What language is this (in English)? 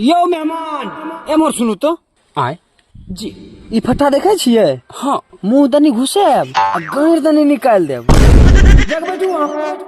Maithili